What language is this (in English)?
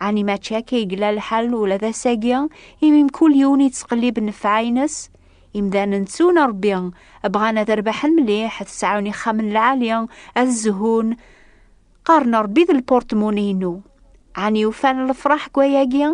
Kabyle